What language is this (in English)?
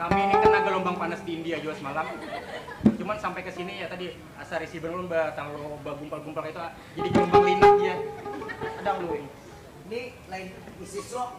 Banjar